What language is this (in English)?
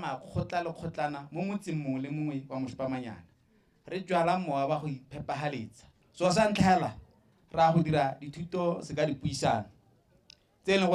Tswana